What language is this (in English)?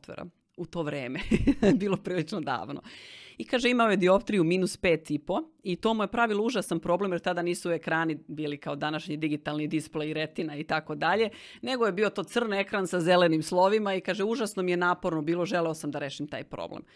Serbian